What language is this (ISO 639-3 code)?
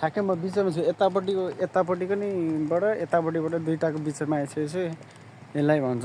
nep